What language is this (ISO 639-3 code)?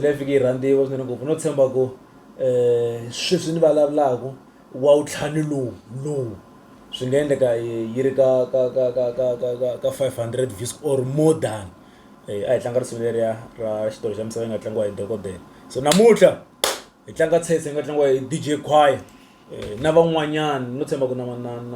tso